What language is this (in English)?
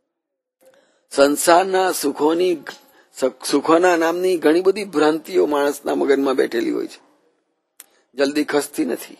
Gujarati